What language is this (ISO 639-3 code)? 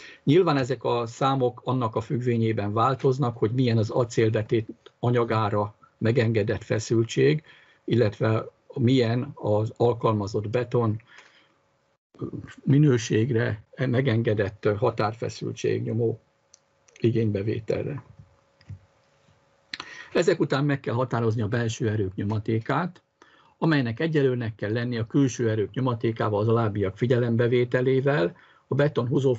hun